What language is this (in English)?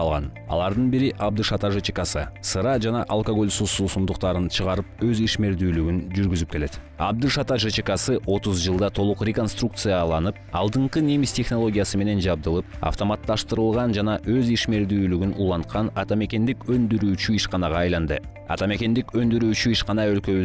Kyrgyz